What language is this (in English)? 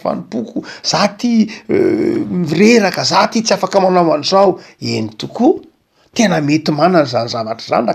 Malagasy